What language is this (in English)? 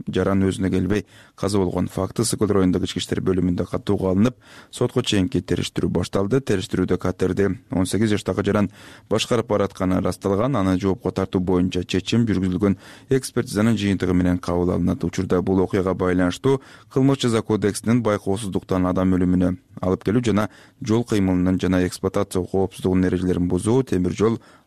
Kyrgyz